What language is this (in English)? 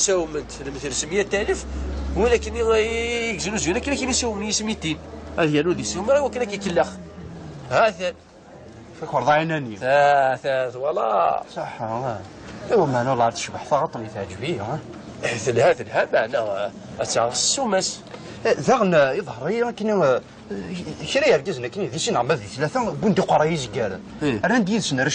Kabyle